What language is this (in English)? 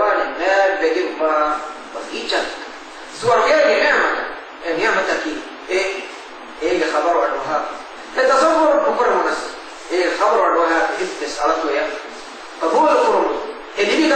Divehi